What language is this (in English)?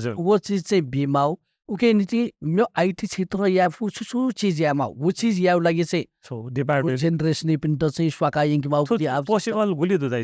Newari